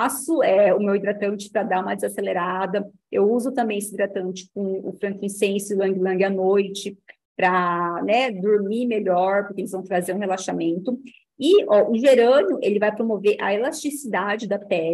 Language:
Portuguese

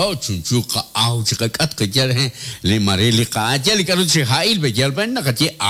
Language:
Kekchí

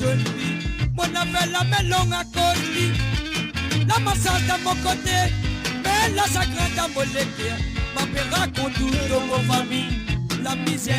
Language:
Morisyen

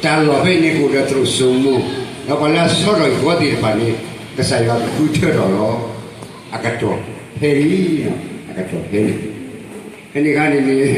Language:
S'gaw Karen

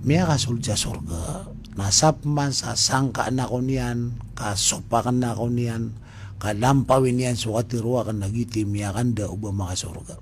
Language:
Maranao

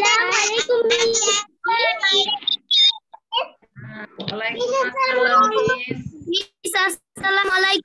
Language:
Bangla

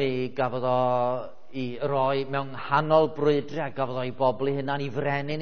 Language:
Welsh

